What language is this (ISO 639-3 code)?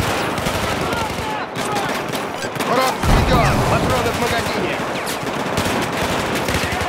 rus